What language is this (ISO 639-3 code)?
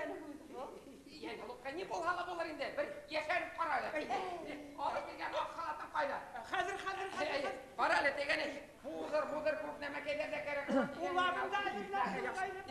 bak